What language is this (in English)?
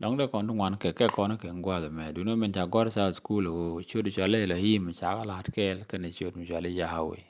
Nuer